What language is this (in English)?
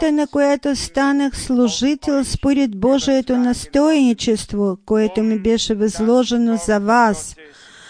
Bulgarian